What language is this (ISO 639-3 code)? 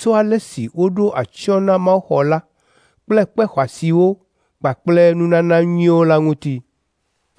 ewe